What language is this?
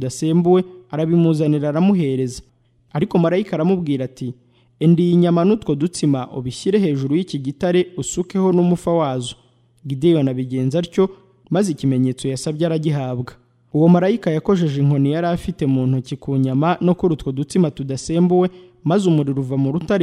Kinyarwanda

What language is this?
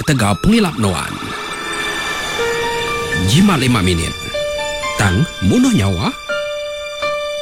Iban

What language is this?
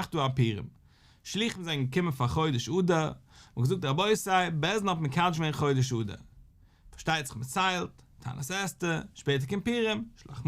Yiddish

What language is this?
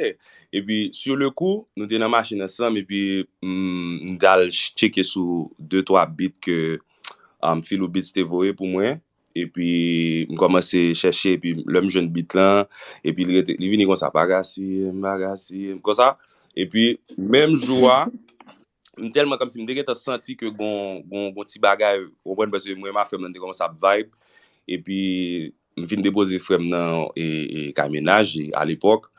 Haitian Creole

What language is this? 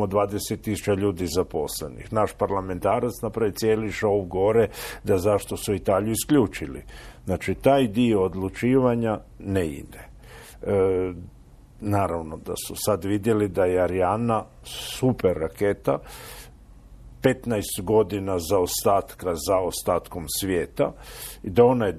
Croatian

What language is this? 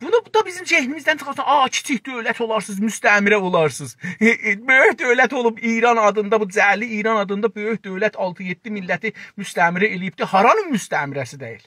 South Azerbaijani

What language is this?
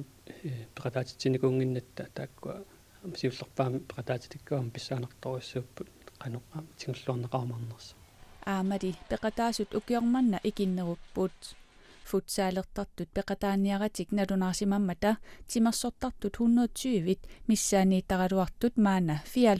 Kalaallisut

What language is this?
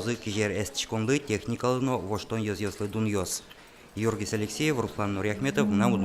Udmurt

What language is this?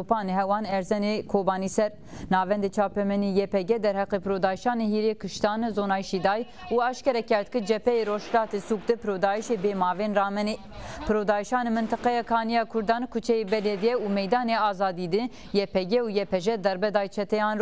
Zaza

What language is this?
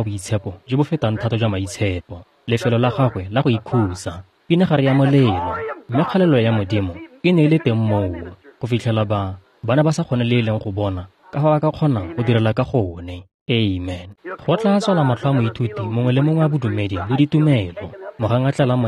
Tswana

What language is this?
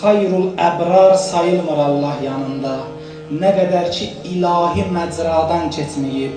Azerbaijani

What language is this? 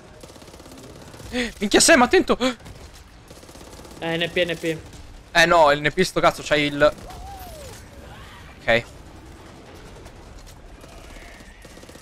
Italian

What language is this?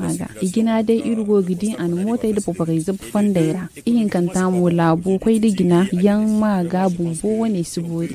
Zarma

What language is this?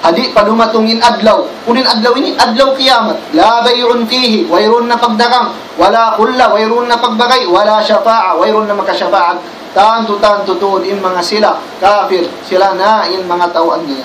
Tausug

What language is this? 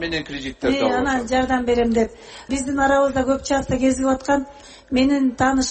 Kyrgyz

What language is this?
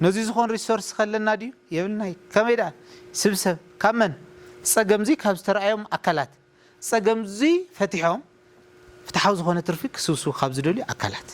Tigrinya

